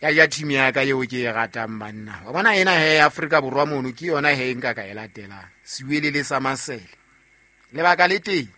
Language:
Southern Sotho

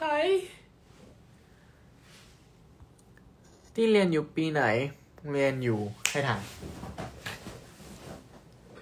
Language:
Thai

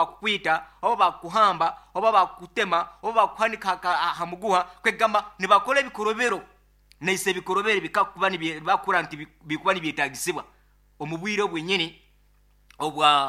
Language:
Nyoro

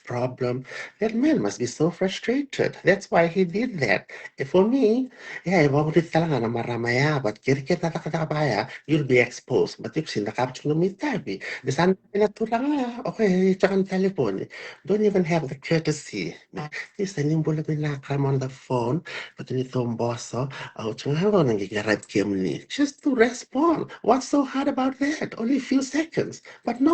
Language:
Fijian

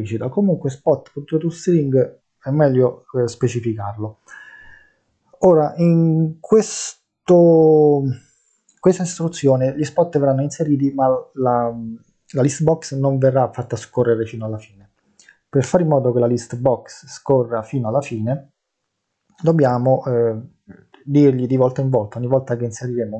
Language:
Italian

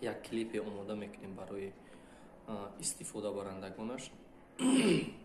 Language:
Tajik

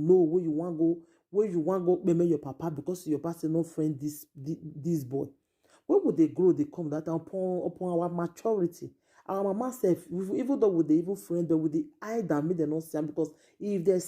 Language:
Nigerian Pidgin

